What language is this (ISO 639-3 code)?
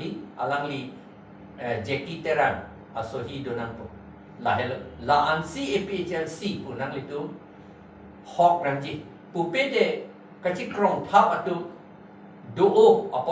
mjw